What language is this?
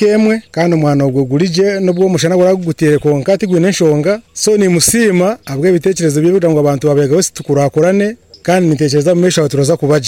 Nyoro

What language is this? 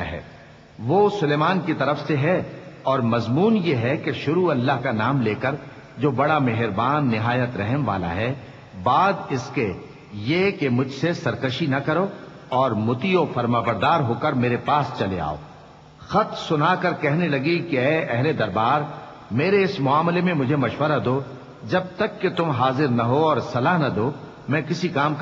Urdu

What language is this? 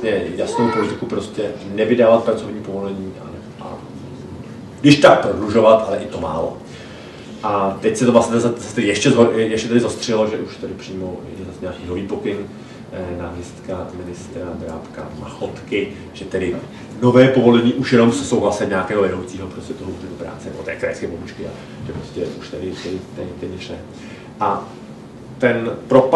Czech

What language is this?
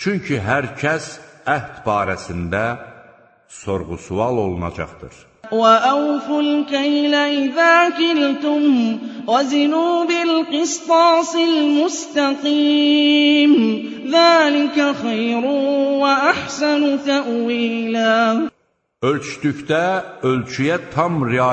Azerbaijani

